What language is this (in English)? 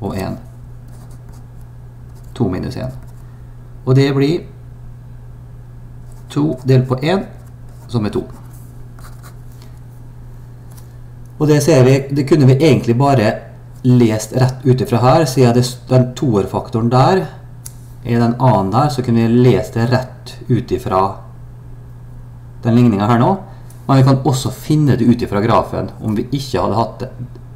Norwegian